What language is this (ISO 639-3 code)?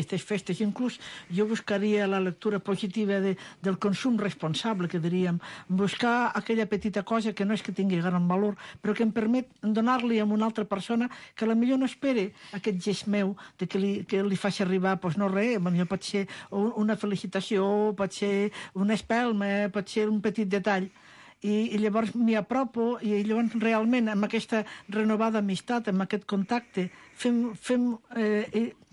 cat